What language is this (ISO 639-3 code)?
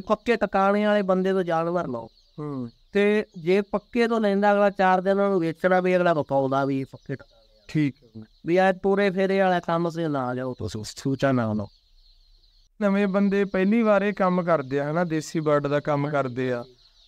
pan